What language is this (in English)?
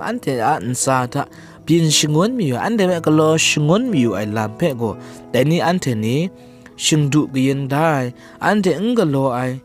Kachin